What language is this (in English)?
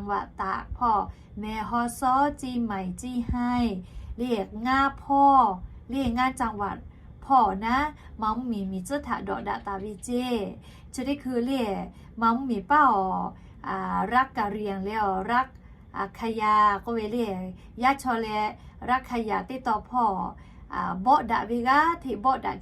Lahu